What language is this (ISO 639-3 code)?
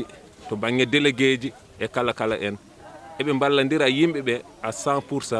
ful